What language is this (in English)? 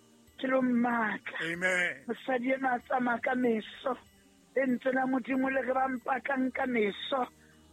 Southern Sotho